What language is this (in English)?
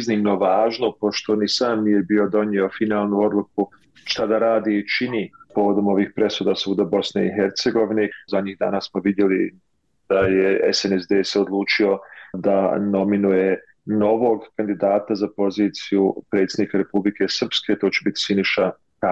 Bosnian